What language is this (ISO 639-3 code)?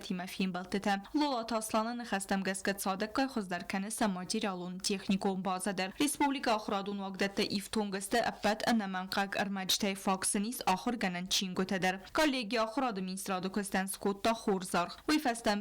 oss